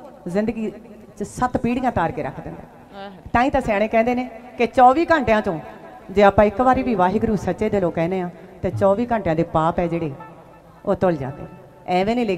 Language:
Punjabi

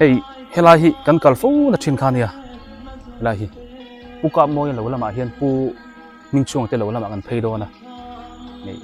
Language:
Biete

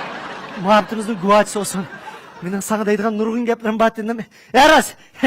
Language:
Uyghur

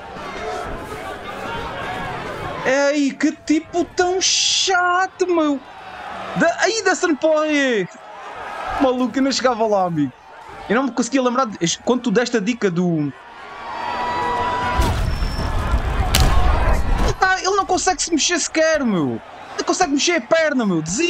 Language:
Portuguese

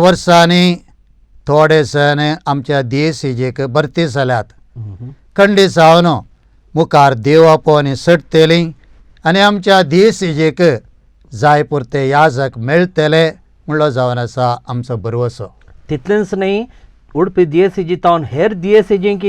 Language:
Konkani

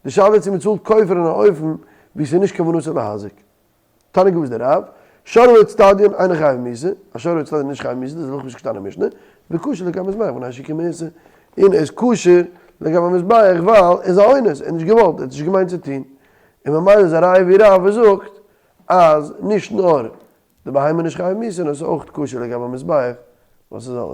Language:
Yiddish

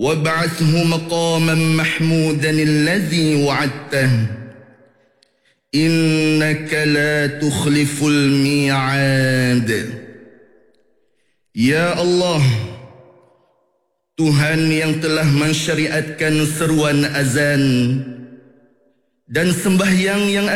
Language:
Malay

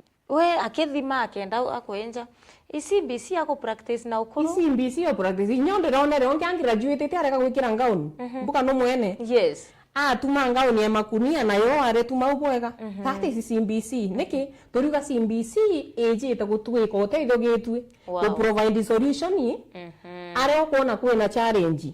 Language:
Meru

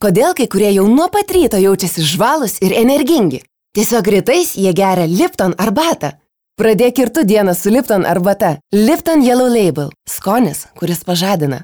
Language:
Lithuanian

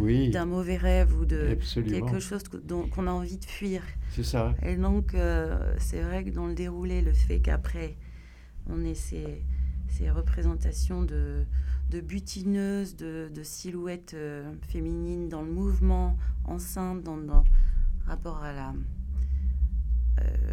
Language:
French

